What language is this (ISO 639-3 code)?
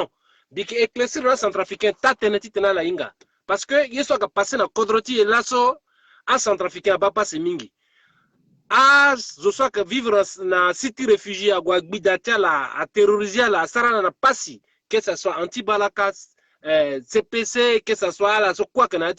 sag